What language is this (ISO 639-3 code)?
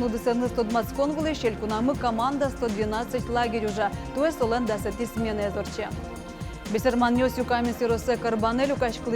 udm